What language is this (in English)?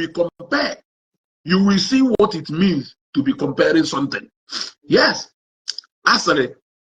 Igbo